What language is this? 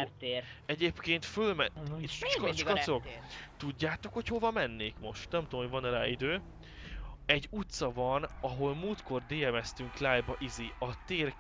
Hungarian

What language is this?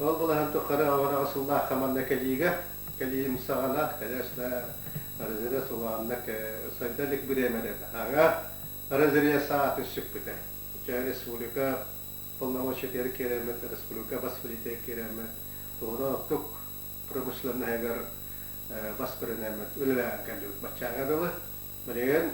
Yakut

